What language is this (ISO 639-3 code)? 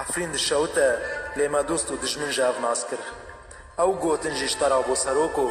kur